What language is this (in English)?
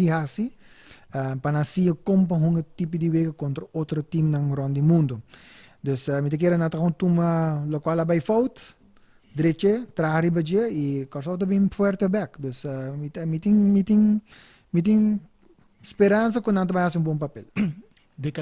Papiamento